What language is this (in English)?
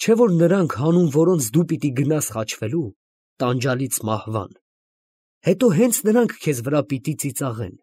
Armenian